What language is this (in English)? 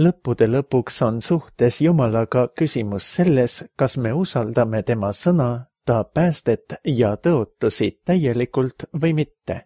Estonian